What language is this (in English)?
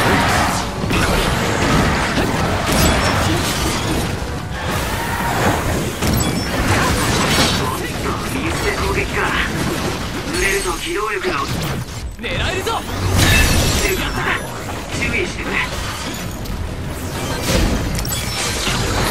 Japanese